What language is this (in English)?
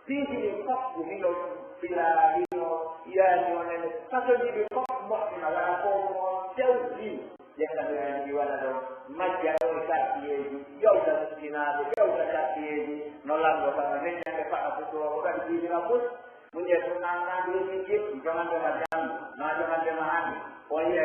Pular